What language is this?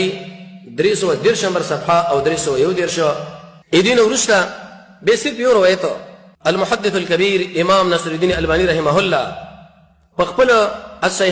Pashto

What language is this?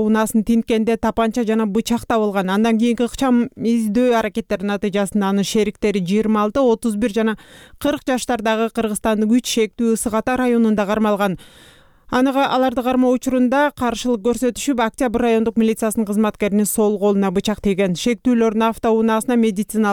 Kyrgyz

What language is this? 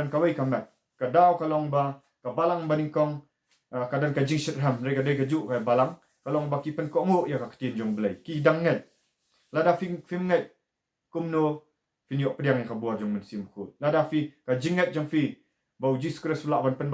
Khasi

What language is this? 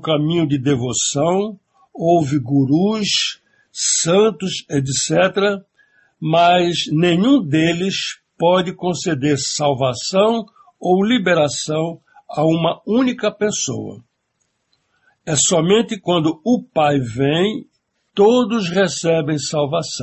Portuguese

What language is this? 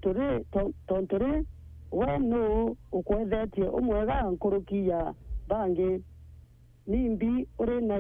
Meru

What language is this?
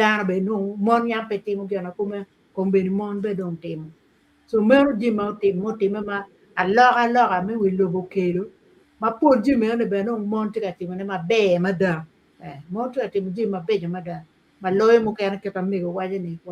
Acoli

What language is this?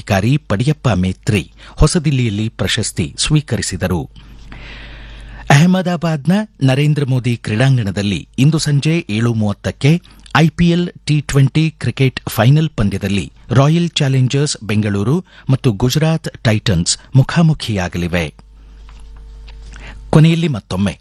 Kannada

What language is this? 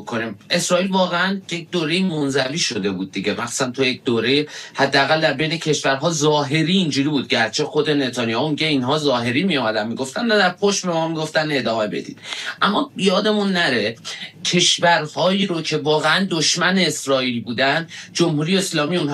Persian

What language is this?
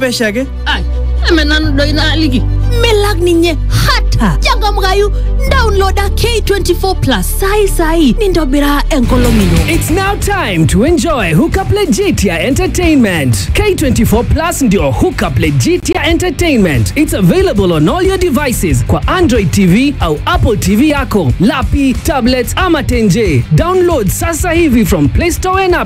Masai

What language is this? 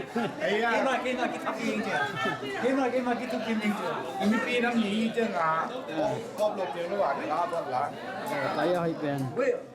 Tedim Chin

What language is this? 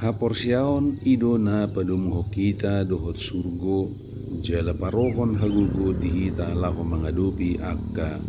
Batak Toba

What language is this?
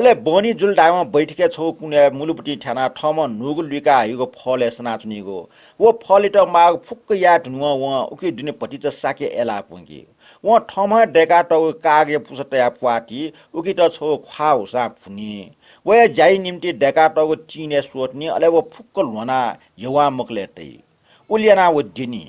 Newari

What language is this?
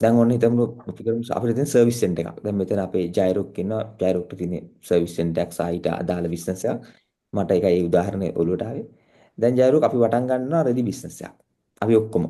Sinhala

